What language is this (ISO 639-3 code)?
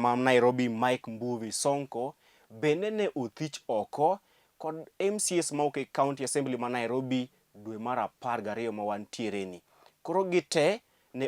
luo